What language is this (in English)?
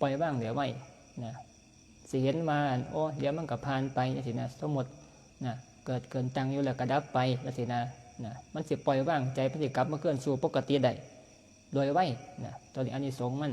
Northeastern Thai